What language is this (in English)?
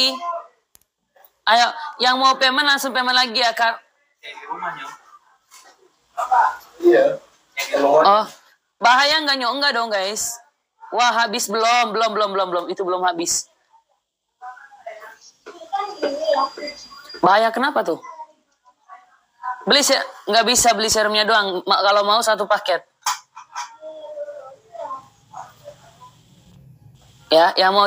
Indonesian